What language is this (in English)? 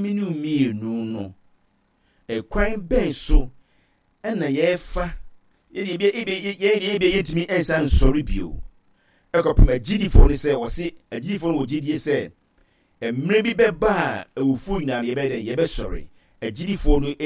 Akan